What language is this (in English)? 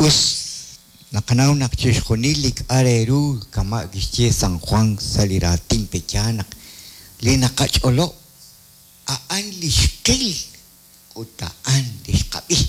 Kekchí